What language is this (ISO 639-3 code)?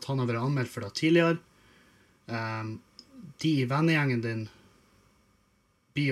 nor